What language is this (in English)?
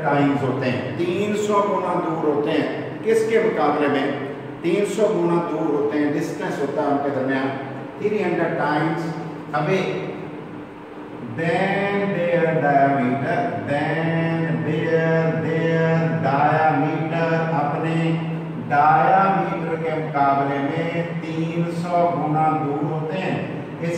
Hindi